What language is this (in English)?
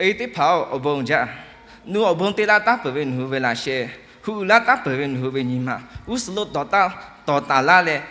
Lahu